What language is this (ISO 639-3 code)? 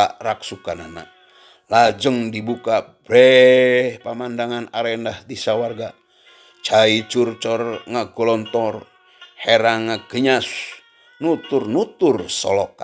sun